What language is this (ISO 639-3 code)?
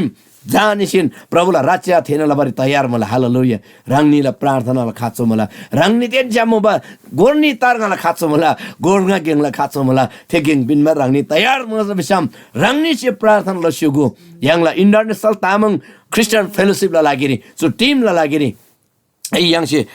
taj